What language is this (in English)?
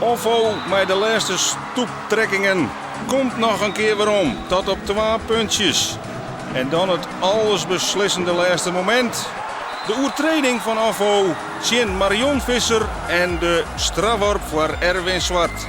Western Frisian